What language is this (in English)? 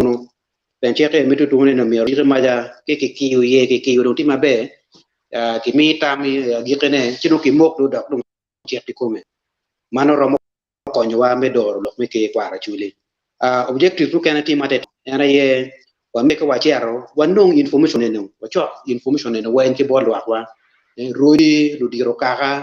Acoli